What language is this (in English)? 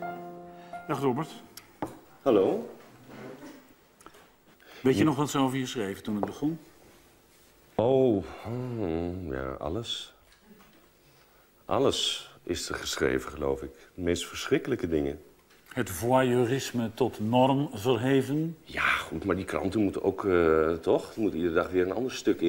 Dutch